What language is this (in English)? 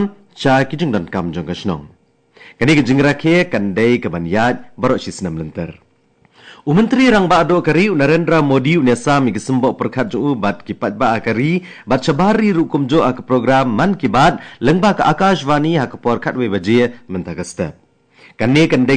Khasi